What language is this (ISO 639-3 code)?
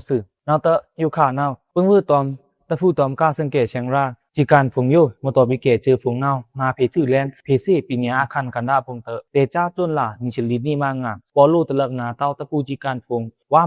blk